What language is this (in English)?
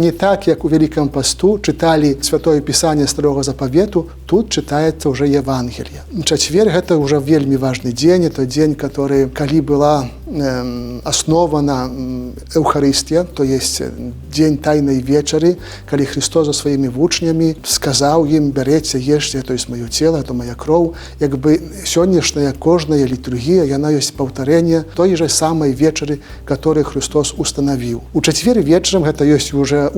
Belarusian